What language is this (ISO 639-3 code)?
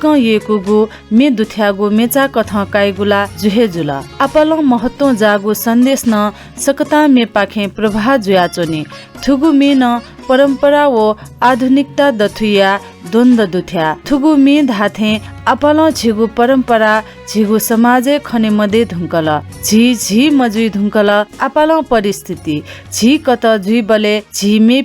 new